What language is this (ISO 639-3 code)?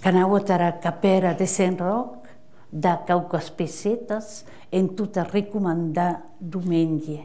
oci